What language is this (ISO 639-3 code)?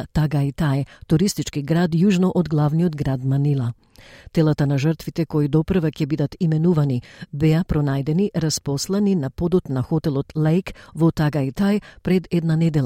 mkd